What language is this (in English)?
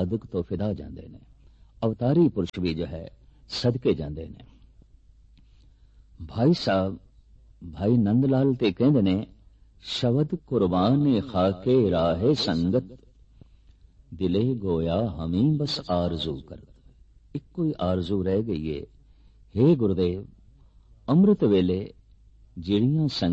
Punjabi